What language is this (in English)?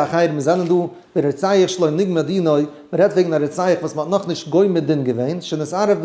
Yiddish